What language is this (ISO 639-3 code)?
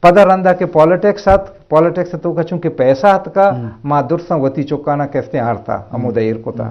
bgp